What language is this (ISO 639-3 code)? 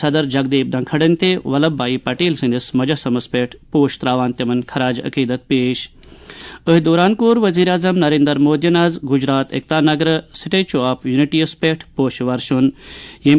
kas